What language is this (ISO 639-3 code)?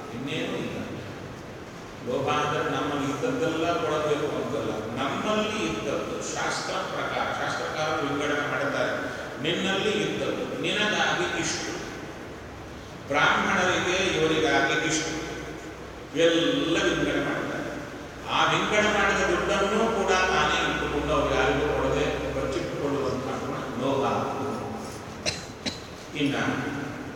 kan